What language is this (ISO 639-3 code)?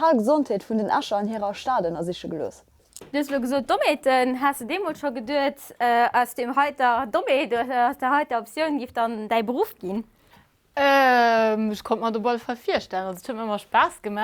ltz